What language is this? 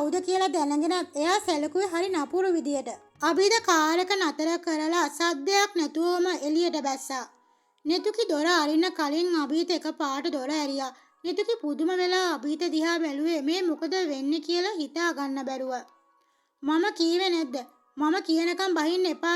Sinhala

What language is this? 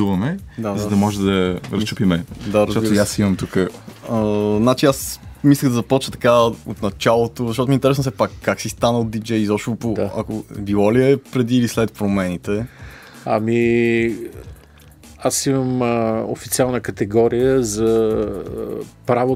Bulgarian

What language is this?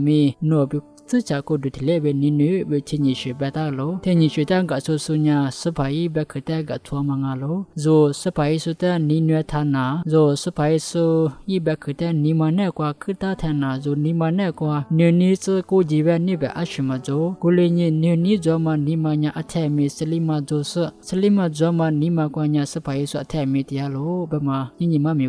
Lisu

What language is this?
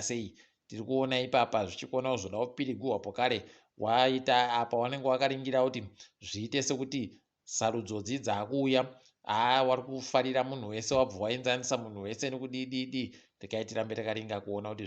Ndau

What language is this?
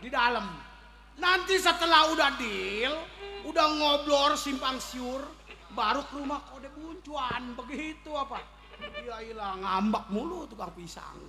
Betawi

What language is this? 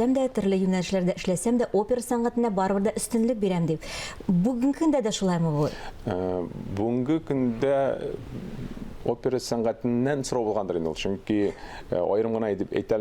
Tatar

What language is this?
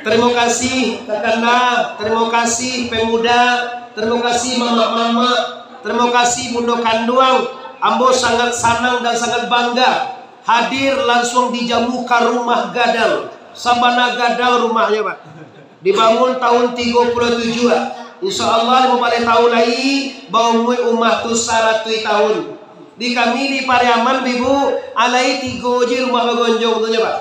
Minangkabau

